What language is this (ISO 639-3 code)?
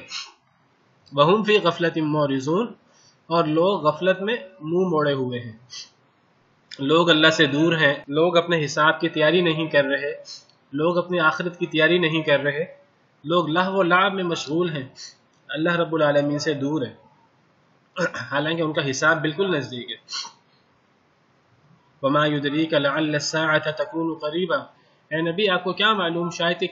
urd